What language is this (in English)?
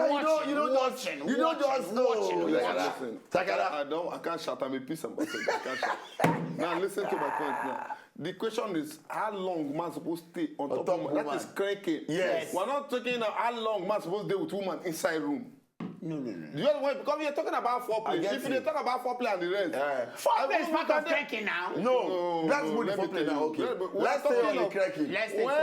Nigerian Pidgin